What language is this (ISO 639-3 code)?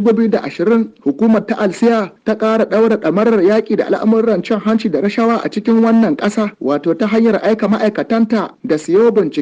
hau